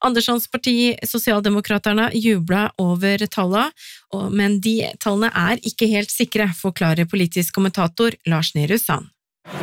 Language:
Norwegian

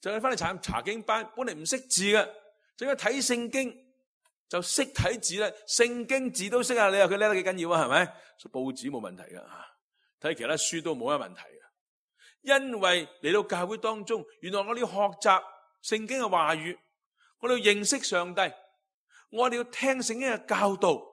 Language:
Cantonese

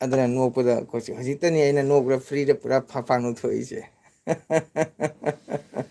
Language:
Manipuri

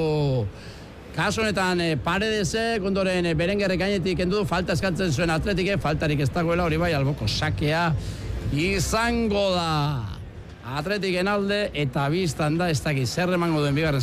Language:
Basque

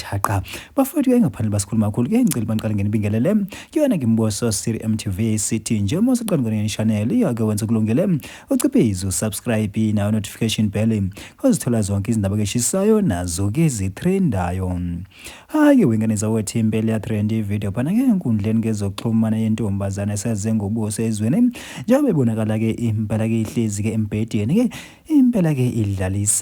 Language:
Zulu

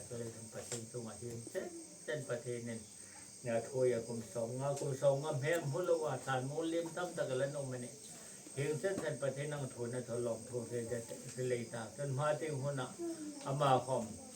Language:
Hmar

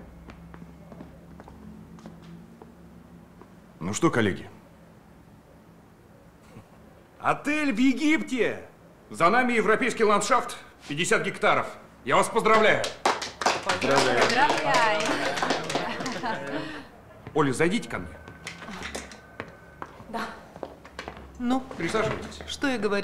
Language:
Russian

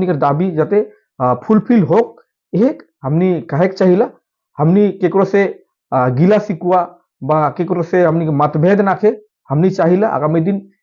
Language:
Sadri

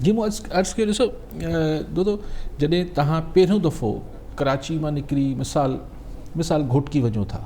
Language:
Sindhi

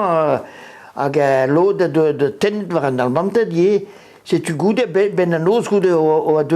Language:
Breton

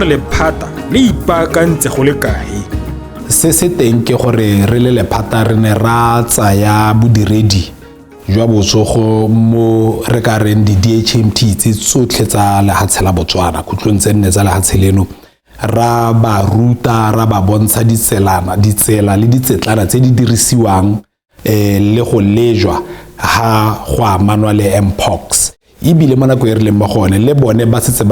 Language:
Tswana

